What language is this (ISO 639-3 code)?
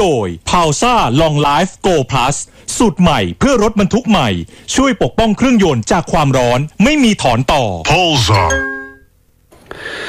tha